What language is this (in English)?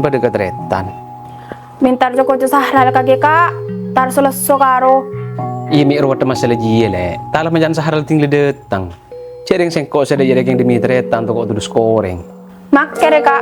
Madurese